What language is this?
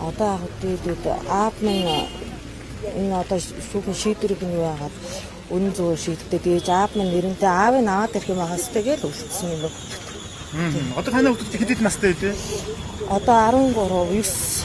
Mongolian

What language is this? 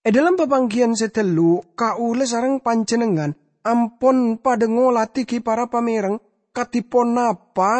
Madurese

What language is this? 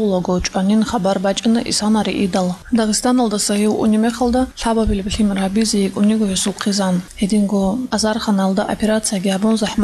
Avaric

